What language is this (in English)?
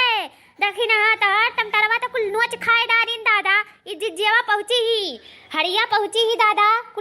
Awadhi